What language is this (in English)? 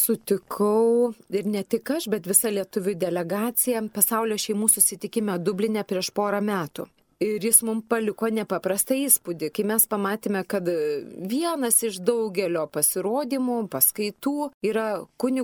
Lithuanian